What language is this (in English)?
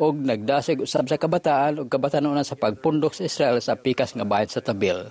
Cebuano